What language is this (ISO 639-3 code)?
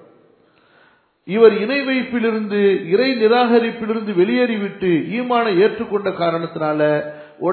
tam